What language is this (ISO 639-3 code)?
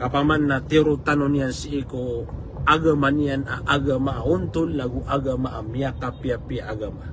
mrw